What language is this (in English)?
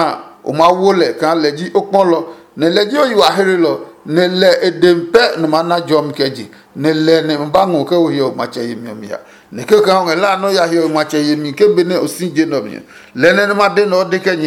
Adangme